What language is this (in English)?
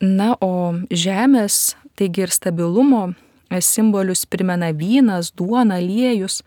Lithuanian